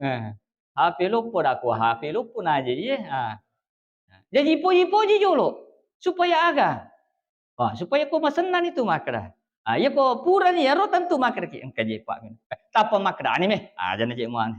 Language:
Buginese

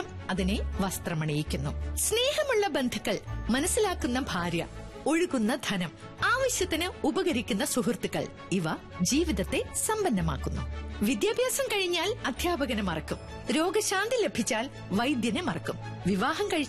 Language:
Malayalam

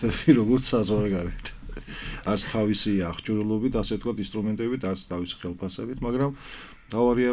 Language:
Georgian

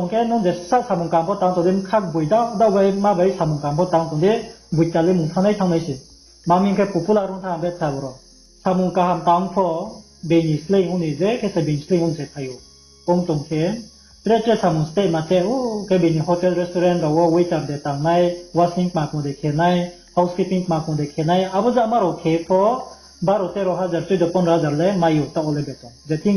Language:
Riang (India)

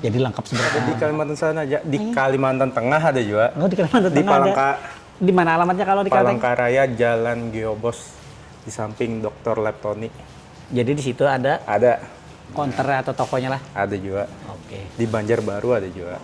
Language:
Banjar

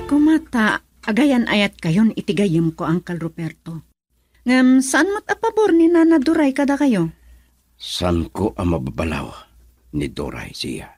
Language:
Iloko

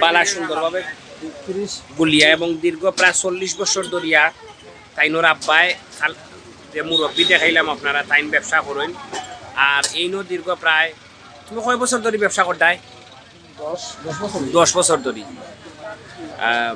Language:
Sylheti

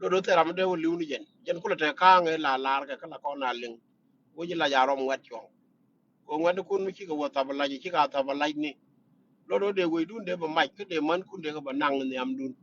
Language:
Nuer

